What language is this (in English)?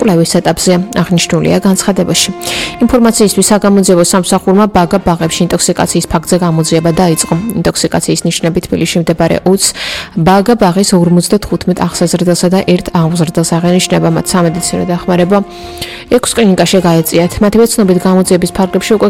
Georgian